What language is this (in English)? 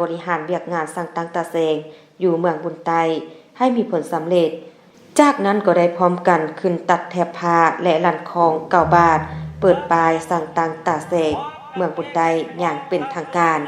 Lao